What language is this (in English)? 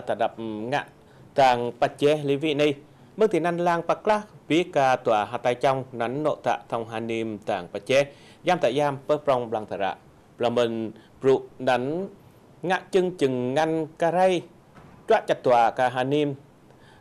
Eastern Cham